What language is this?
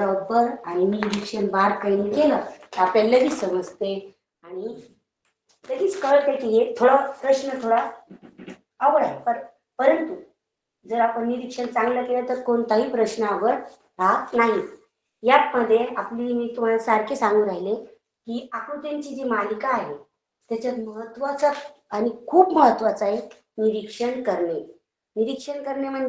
Marathi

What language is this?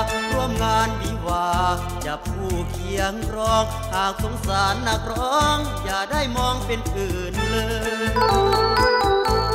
Thai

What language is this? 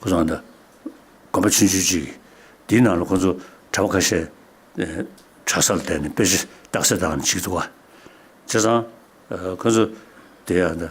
Tibetan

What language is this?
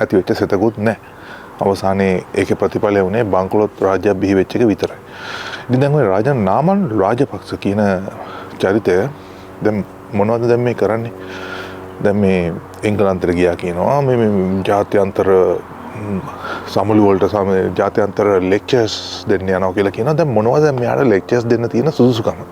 Sinhala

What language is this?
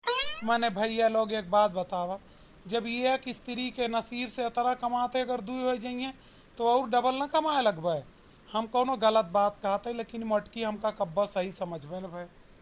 Awadhi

